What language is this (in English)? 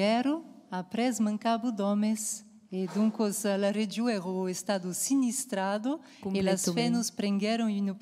Occitan